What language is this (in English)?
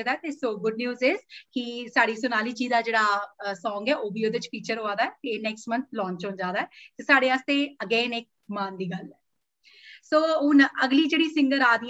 Dogri